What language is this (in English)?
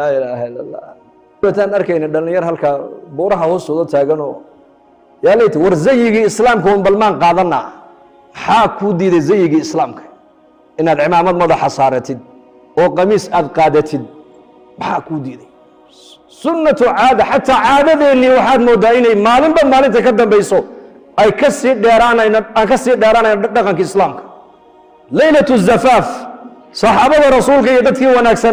Somali